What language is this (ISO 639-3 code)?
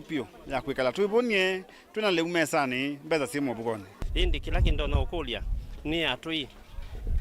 kam